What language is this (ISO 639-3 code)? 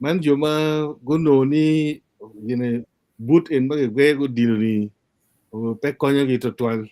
ach